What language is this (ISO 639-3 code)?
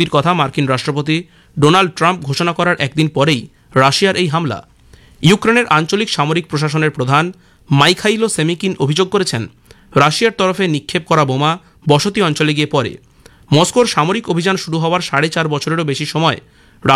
ben